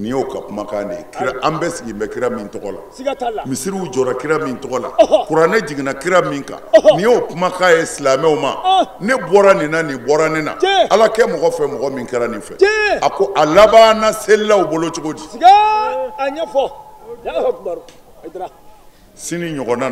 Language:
Bambara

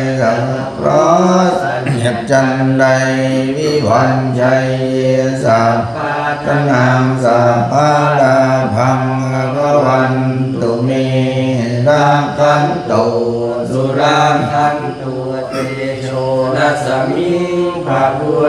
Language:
Pali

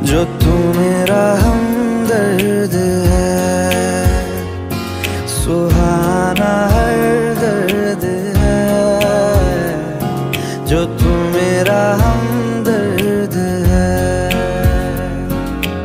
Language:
Hindi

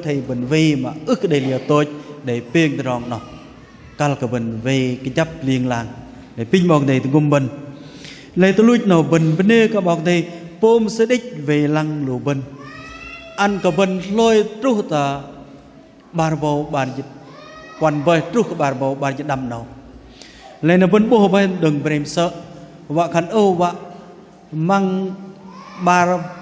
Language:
Bahnar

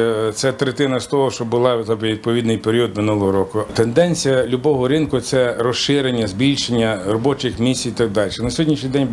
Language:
Ukrainian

